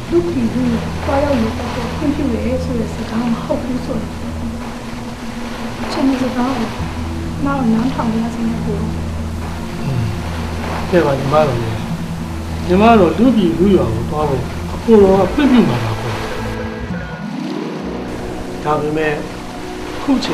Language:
Burmese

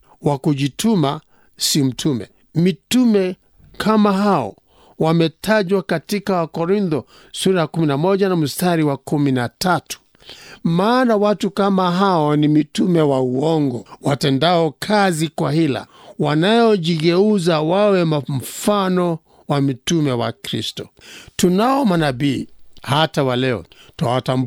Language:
Swahili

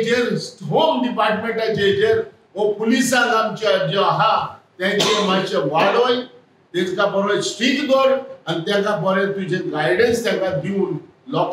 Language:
Konkani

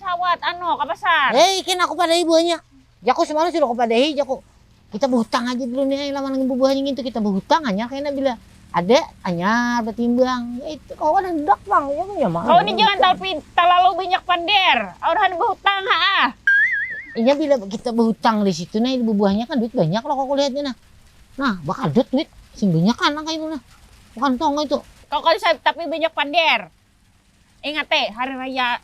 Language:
Banjar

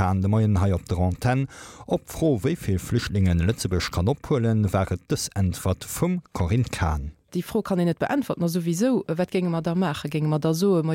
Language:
Luxembourgish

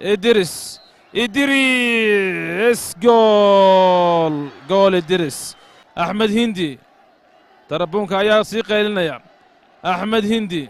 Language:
Somali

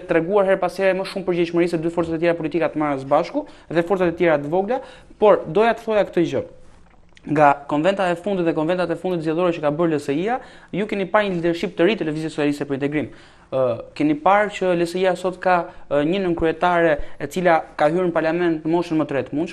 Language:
Albanian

